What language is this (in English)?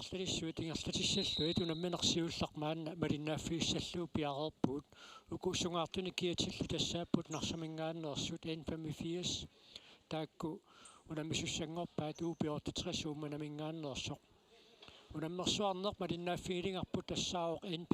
Kalaallisut